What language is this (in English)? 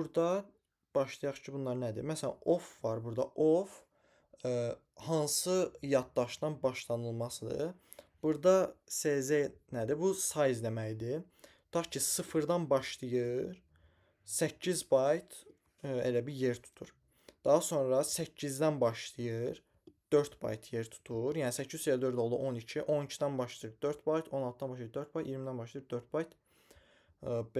Azerbaijani